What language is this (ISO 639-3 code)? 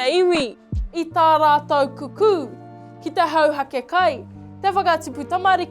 mri